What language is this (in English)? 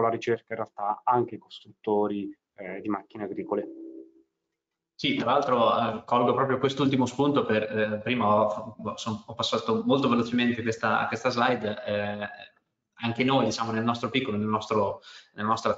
Italian